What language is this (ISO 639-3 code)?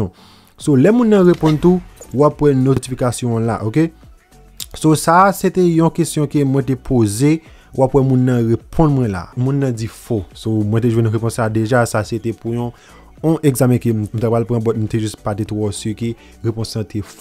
hat